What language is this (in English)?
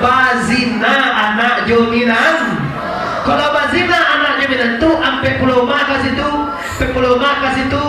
Minangkabau